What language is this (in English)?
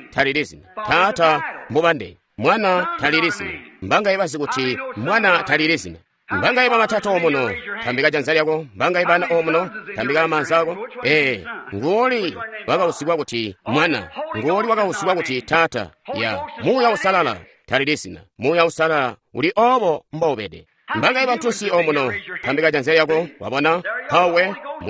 Tonga (Zambia)